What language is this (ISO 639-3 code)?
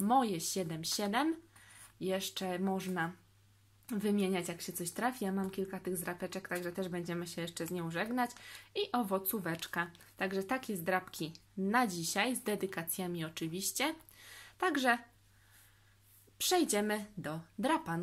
pol